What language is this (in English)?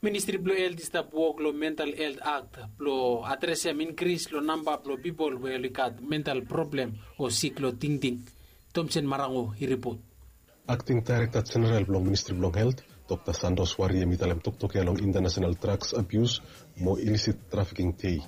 Bislama